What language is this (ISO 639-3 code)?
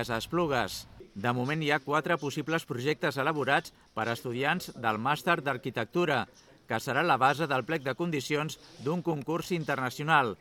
cat